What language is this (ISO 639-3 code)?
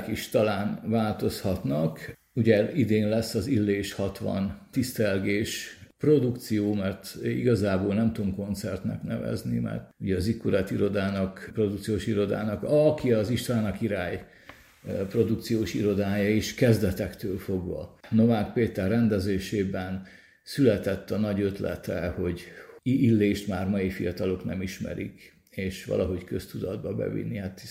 hun